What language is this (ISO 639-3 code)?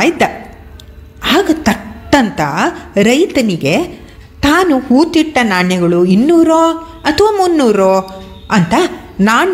kan